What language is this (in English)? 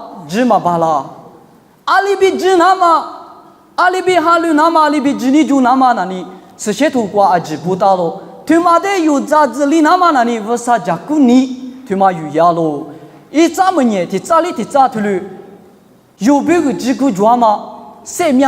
Lisu